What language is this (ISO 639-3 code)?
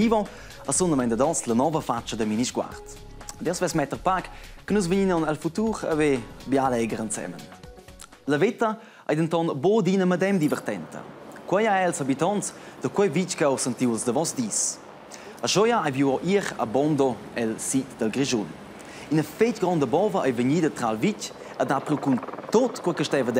roh